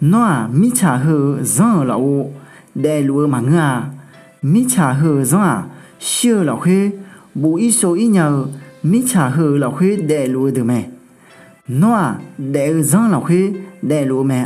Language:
Akha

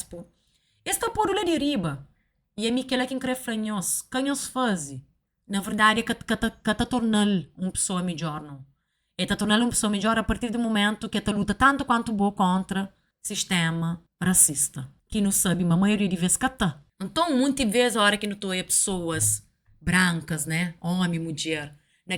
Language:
Kabuverdianu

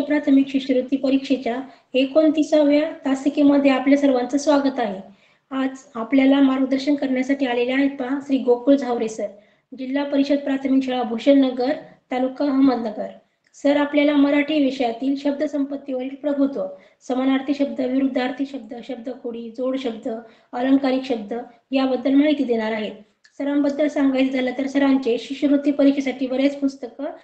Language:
Marathi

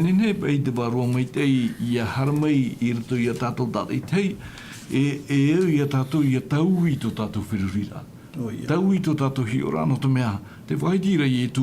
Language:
Tahitian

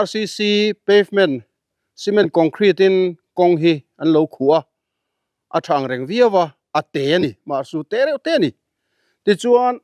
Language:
Mizo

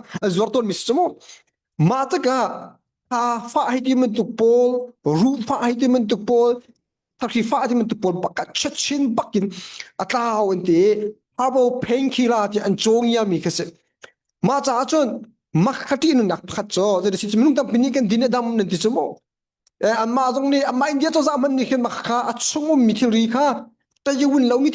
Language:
Hakha Chin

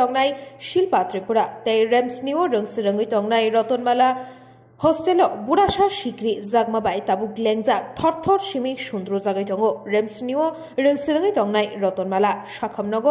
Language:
Kok Borok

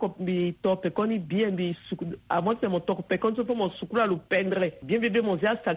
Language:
Sango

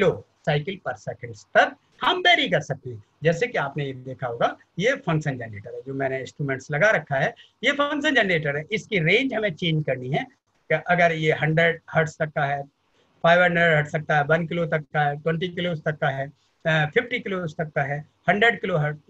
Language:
Hindi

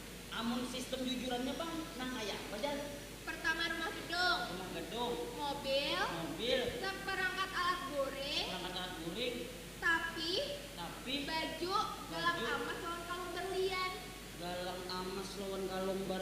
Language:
Banjar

